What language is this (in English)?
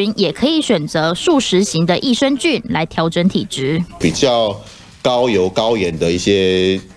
Chinese